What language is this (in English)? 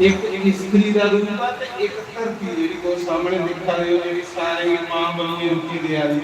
Dogri